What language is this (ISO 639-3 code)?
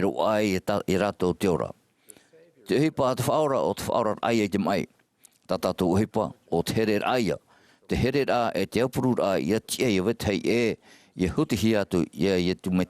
tah